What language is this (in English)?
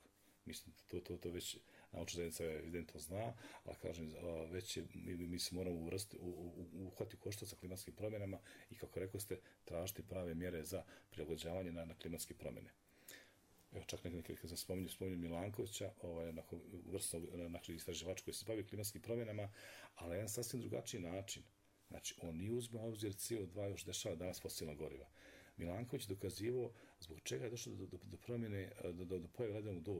Bosnian